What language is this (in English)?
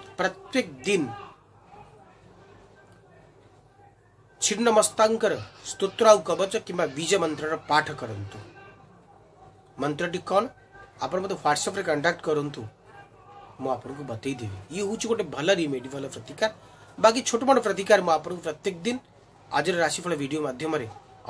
Odia